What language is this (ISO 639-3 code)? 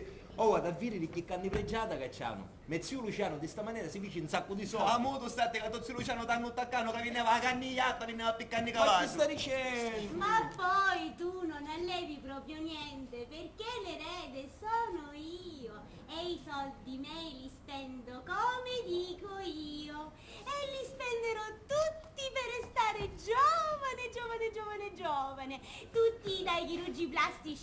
scn